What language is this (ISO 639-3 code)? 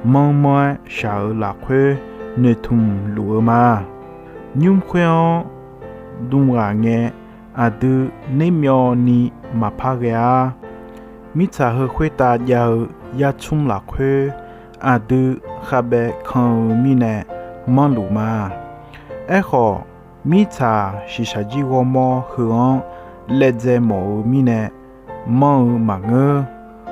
ahk